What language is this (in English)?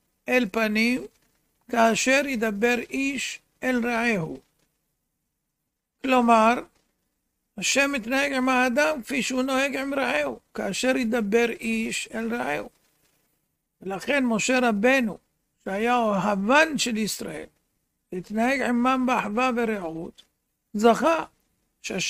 Hebrew